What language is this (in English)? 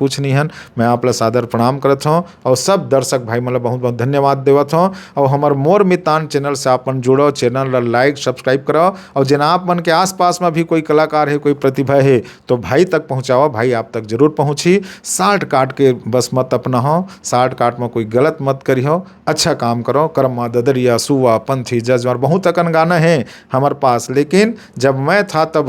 Chhattisgarhi